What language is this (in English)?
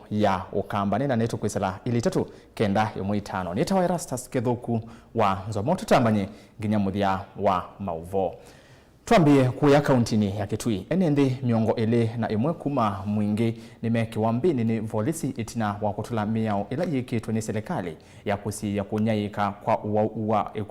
Kamba